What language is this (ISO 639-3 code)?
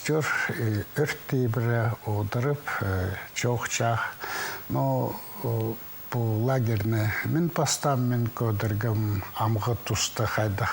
kjh